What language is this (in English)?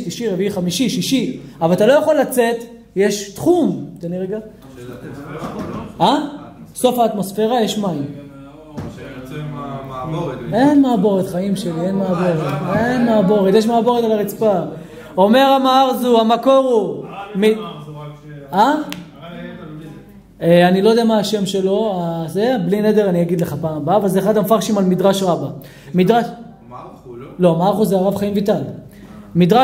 Hebrew